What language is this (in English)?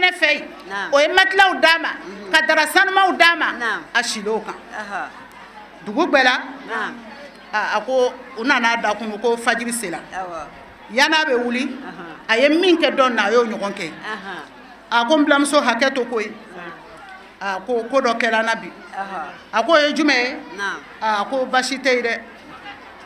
Bambara